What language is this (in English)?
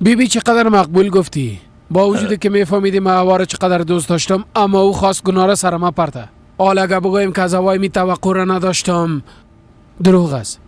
Persian